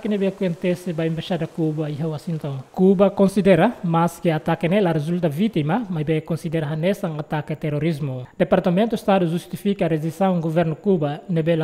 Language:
Tetum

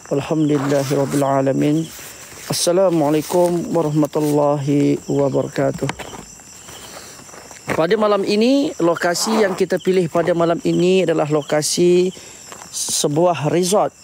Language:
Malay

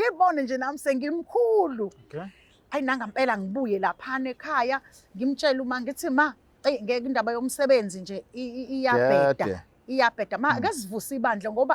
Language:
Zulu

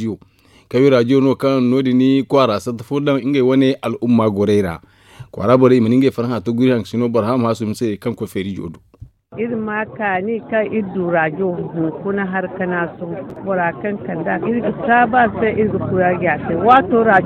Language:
Zarma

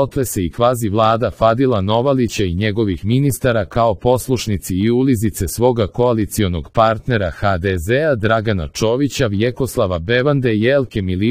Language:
Croatian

